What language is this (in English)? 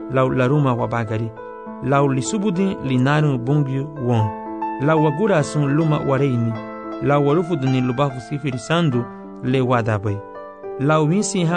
Garifuna